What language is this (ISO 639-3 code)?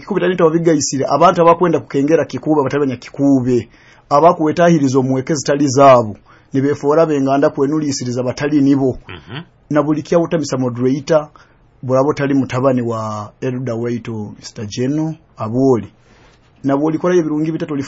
nyo